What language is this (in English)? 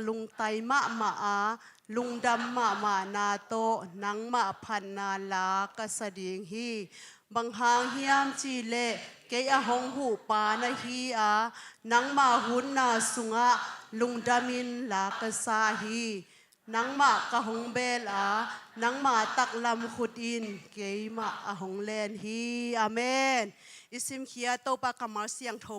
Tedim Chin